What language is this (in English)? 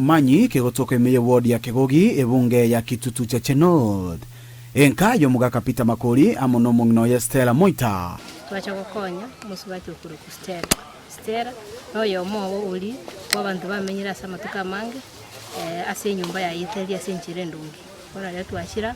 Gusii